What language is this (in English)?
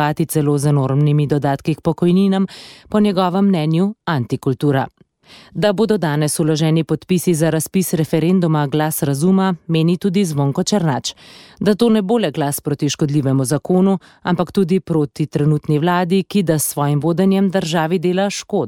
Slovenian